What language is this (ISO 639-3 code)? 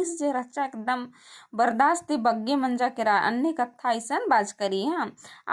kru